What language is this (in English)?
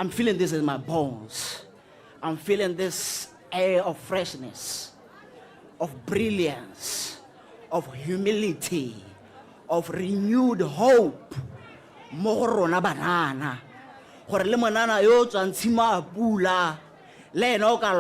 Tswana